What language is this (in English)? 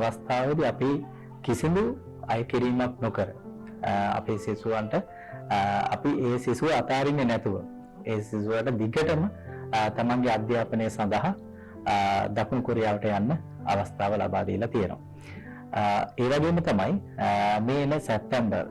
Sinhala